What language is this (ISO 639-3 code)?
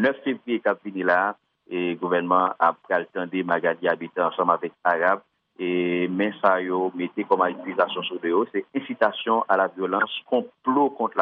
hat